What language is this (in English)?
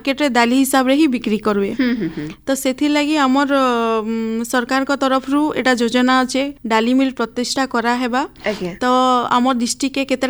Odia